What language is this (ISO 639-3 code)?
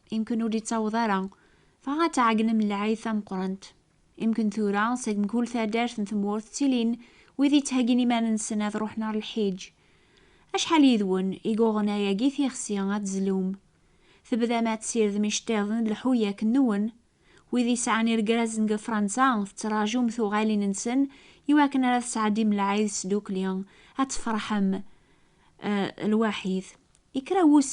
kab